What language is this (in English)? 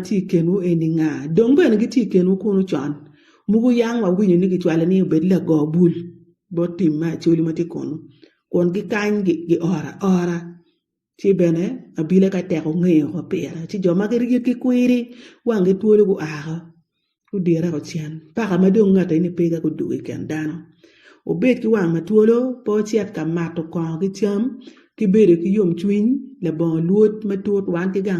Acoli